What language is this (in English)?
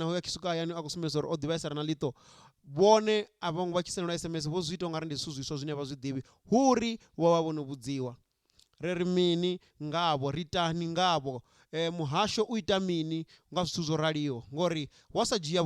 Venda